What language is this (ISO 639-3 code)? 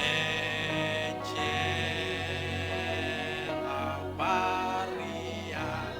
mah